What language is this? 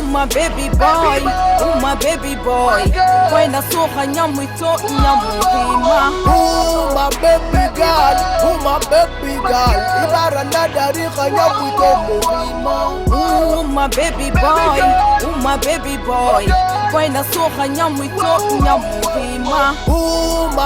Pular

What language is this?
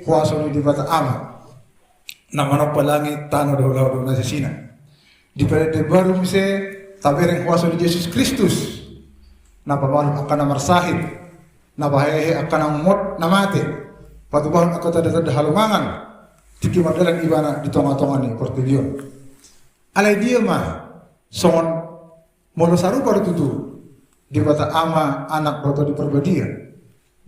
Batak Toba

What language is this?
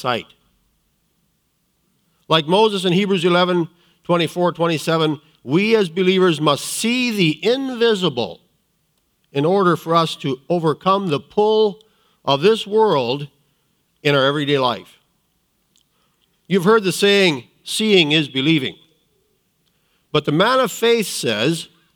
English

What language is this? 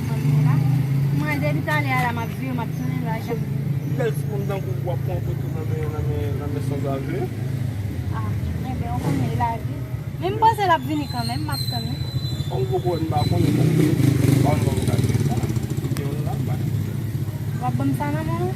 Haitian Creole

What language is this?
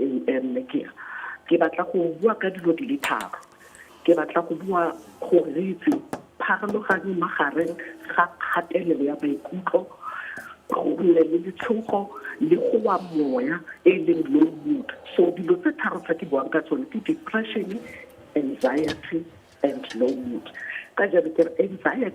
Tswana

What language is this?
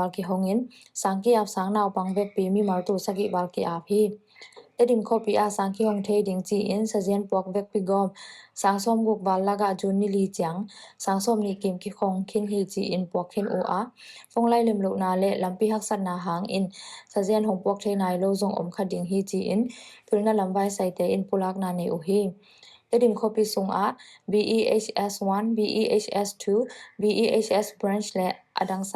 Tedim Chin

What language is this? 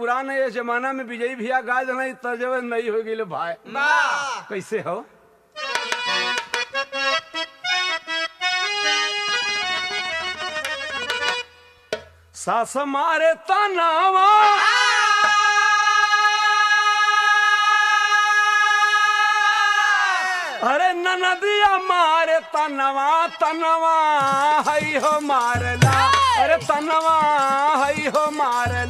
Bhojpuri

